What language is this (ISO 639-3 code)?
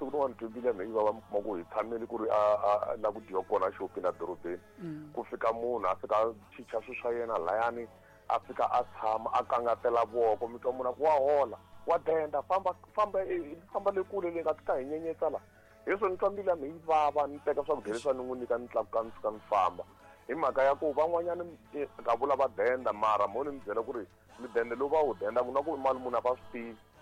tso